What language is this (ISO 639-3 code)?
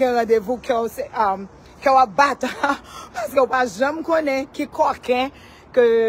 hat